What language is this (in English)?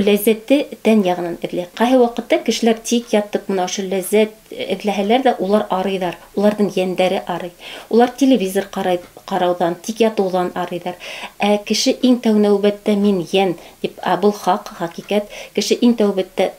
Bashkir